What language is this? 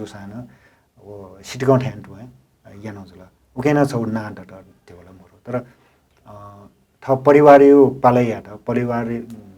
Newari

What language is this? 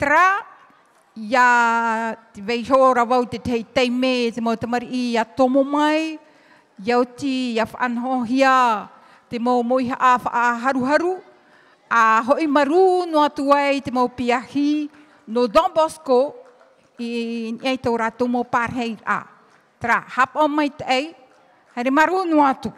Tahitian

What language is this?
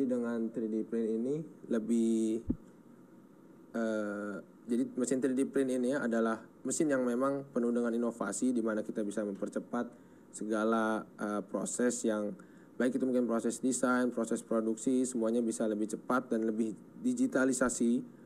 Indonesian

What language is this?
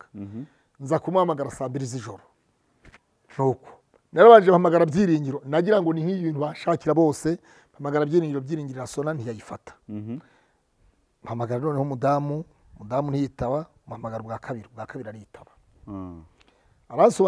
Kinyarwanda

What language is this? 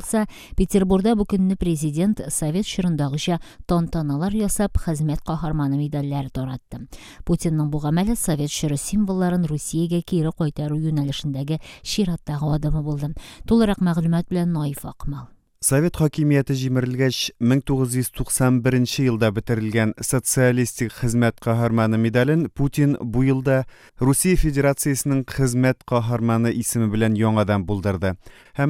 Tatar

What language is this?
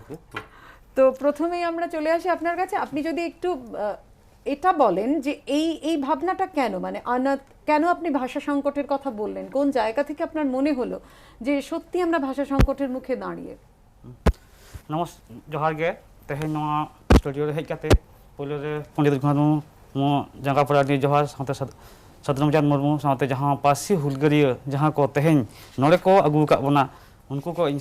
Santali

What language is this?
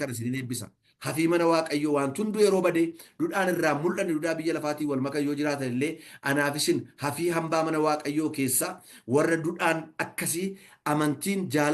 Oromo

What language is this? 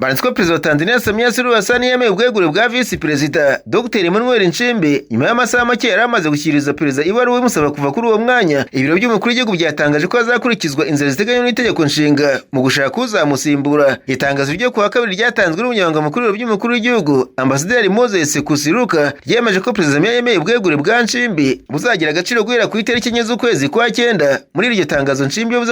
Kinyarwanda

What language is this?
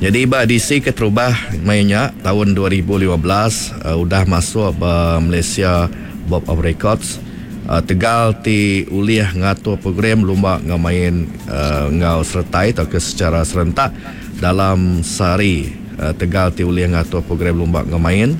Iban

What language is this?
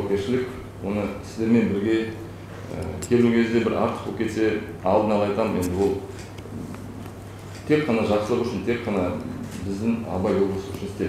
Kazakh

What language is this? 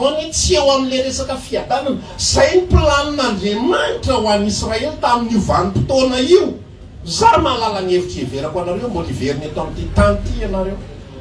Malagasy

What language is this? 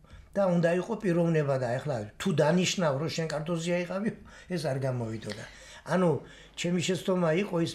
Georgian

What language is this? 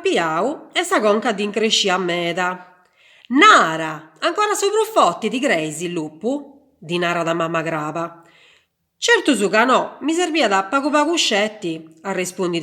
Sardinian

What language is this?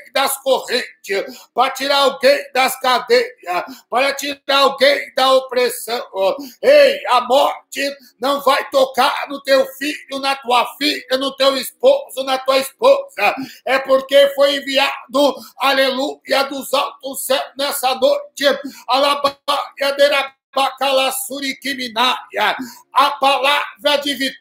Portuguese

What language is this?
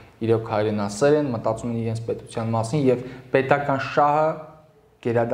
Armenian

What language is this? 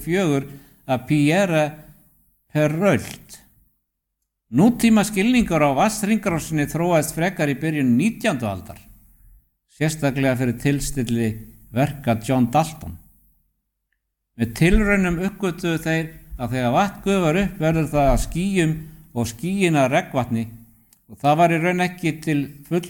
Icelandic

